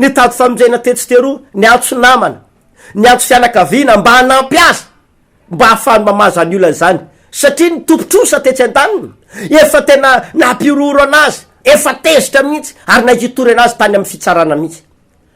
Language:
Malagasy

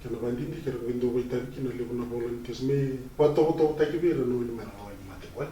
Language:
Fijian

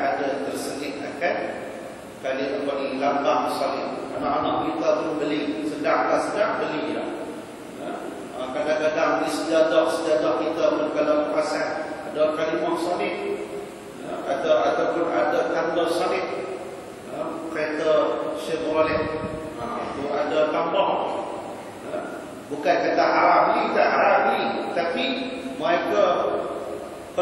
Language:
Malay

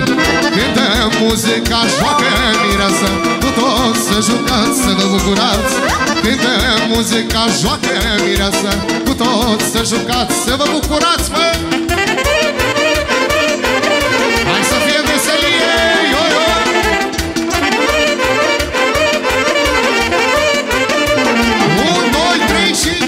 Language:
Romanian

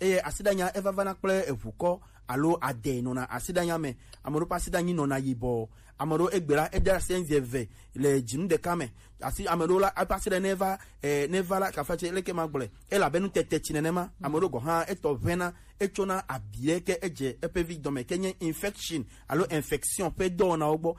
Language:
Gen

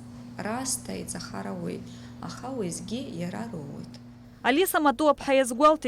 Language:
Abkhazian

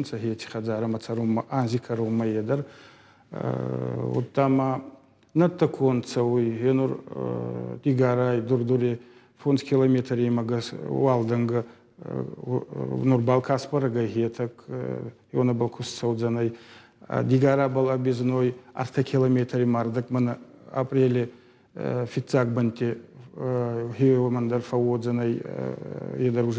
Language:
Ossetic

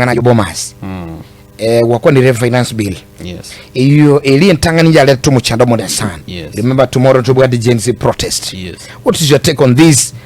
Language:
Gusii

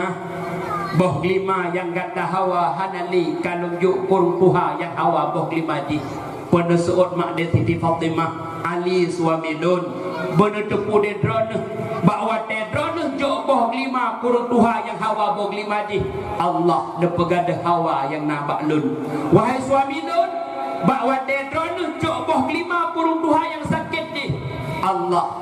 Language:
Achinese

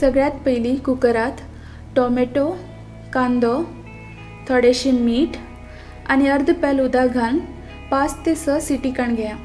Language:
Konkani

